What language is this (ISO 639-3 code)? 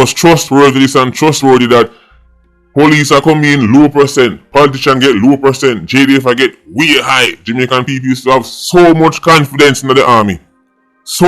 jam